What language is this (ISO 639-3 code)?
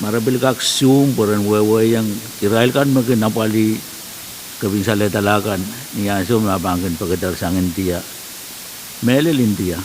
pon